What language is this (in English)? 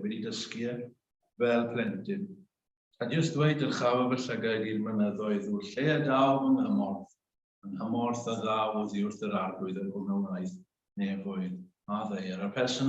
Welsh